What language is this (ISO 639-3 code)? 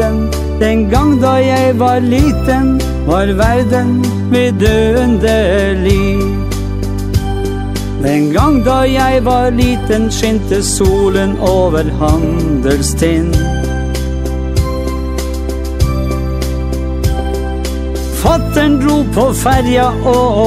nor